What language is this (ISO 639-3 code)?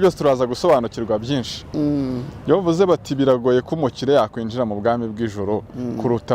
kin